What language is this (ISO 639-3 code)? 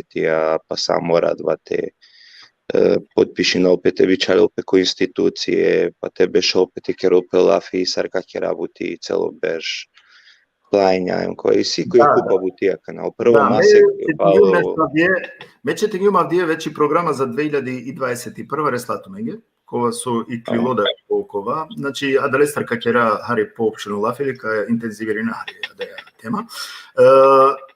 rmn